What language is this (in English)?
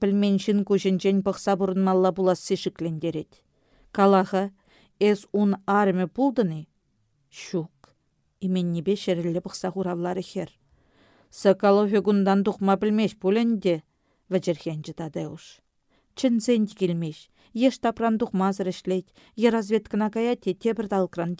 Chuvash